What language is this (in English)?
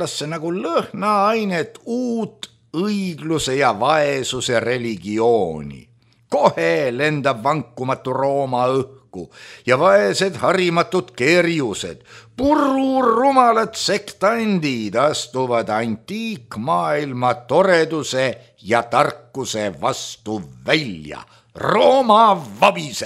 Estonian